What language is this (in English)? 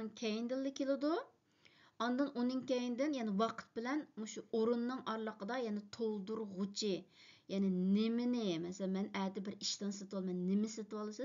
Uyghur